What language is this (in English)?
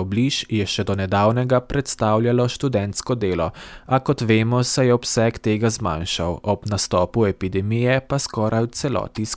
Slovenian